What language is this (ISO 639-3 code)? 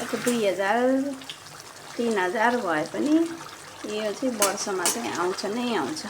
nep